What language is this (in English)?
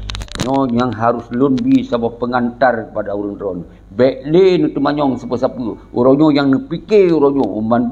Achinese